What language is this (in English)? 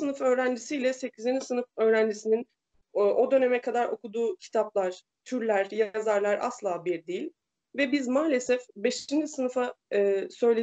Turkish